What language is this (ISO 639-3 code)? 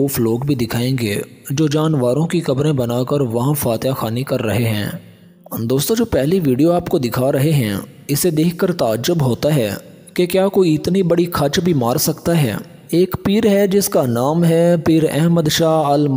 hin